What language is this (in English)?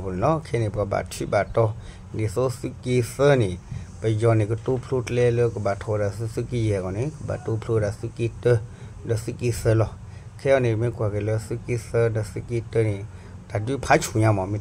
S'gaw Karen